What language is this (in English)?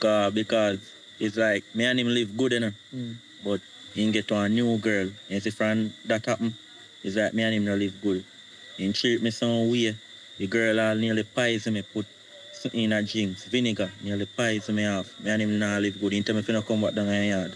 Jamaican Creole English